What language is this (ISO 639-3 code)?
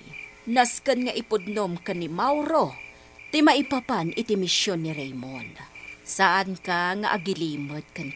ilo